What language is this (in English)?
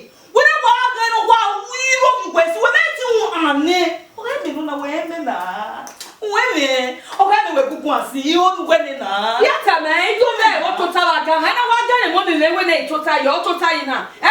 Bini